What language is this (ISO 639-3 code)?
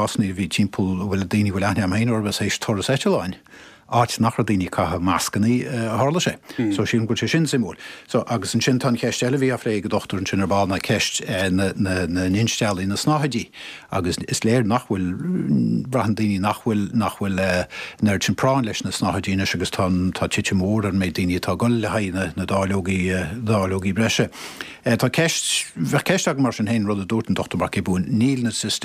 gle